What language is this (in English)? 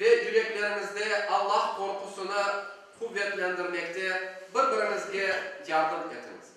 Crimean Tatar